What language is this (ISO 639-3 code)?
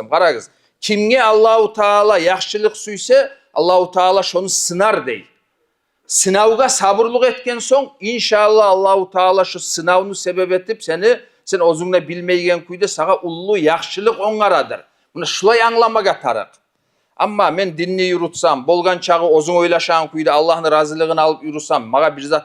kum